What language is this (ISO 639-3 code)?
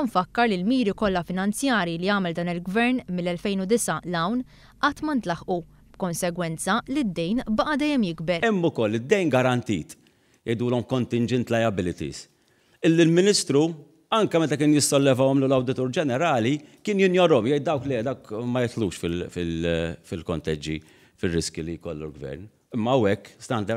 mlt